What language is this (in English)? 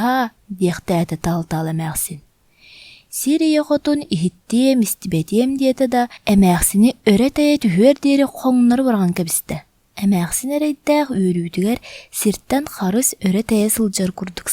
Yakut